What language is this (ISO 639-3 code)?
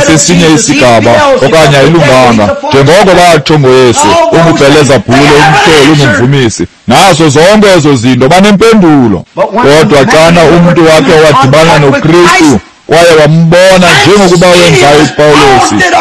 xho